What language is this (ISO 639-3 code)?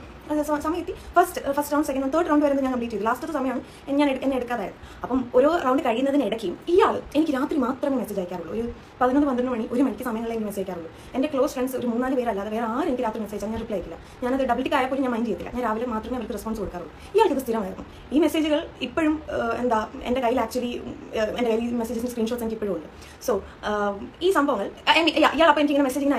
mal